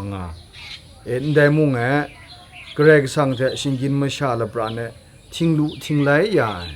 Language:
Kachin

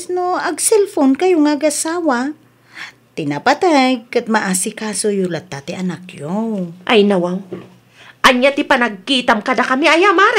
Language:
Iloko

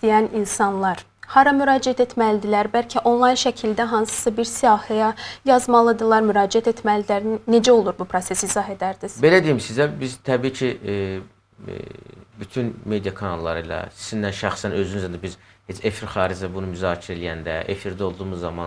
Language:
Azerbaijani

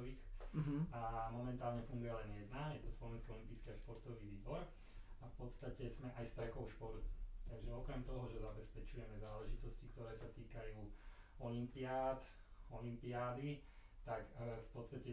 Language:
Slovak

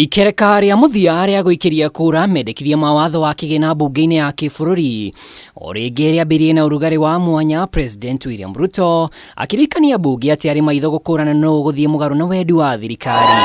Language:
Kikuyu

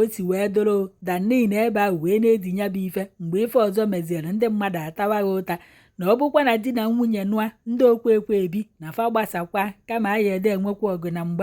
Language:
Igbo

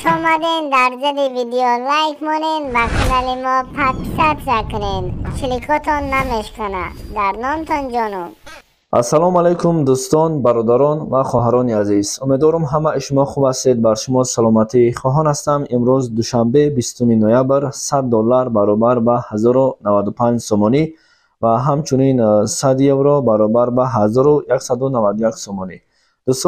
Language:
Tajik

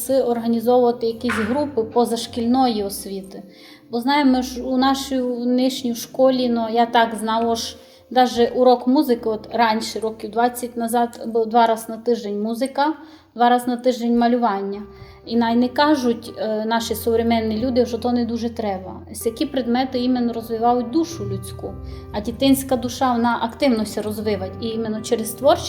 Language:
Rusyn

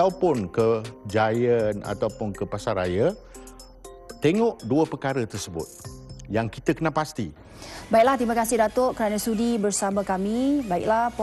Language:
Malay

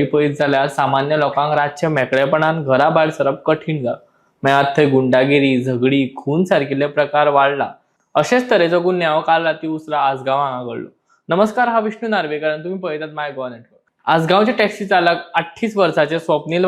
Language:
Konkani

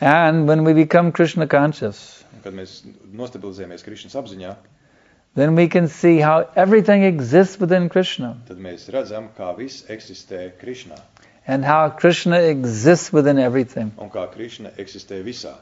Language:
Latvian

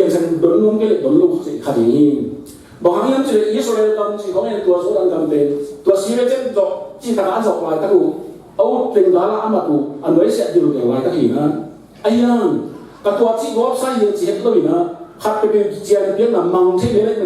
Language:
Tedim Chin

